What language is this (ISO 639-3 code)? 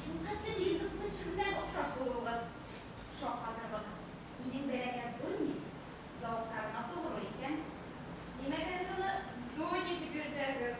bak